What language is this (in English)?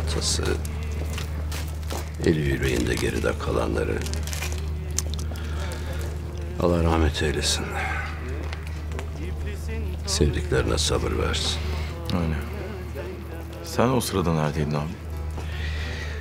Turkish